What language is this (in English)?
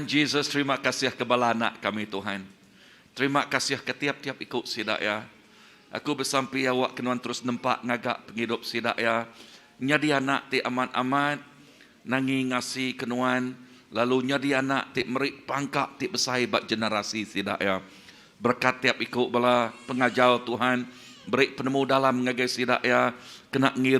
Iban